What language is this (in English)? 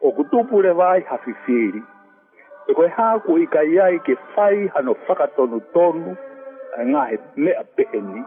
Tongan